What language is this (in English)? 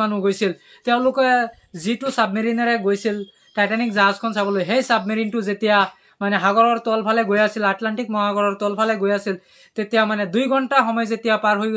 Assamese